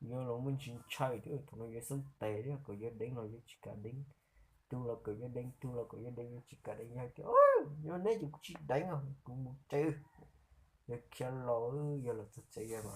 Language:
Hmong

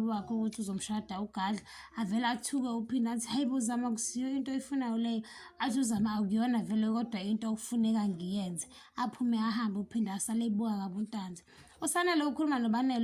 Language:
Zulu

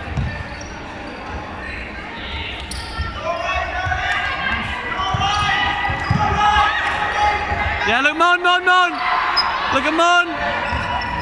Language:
English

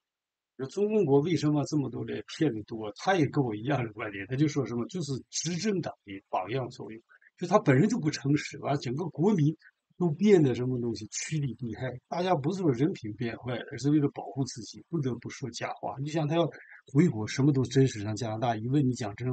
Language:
Chinese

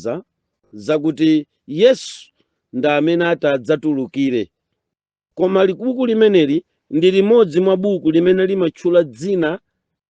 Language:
Nyanja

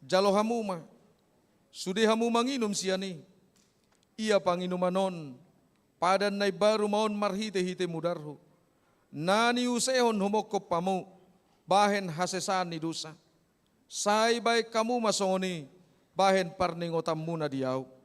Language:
Batak Toba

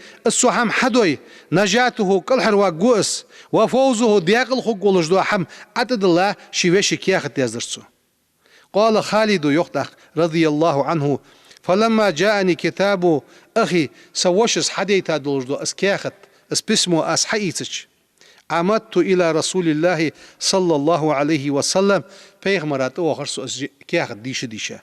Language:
Ingush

